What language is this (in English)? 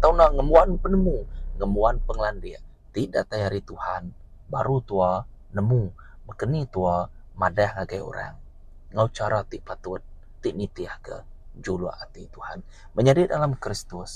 Iban